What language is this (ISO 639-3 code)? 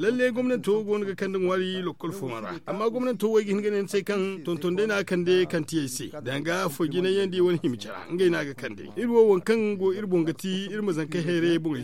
dje